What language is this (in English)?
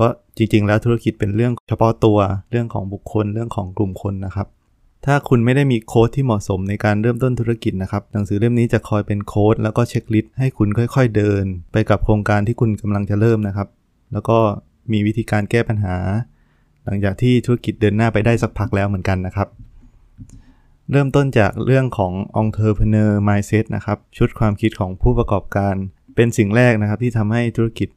Thai